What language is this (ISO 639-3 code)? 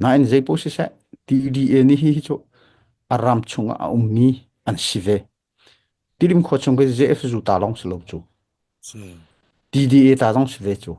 cnh